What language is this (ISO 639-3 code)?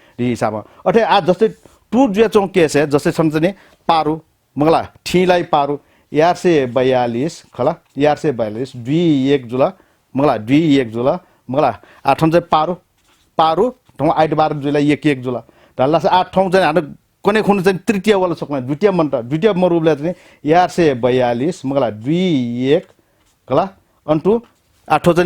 new